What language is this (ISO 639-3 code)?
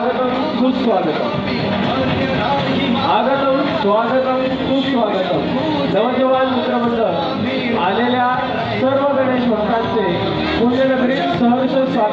mar